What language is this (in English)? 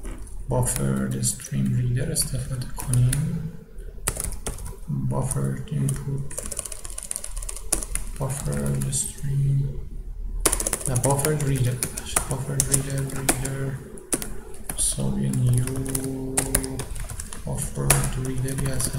Persian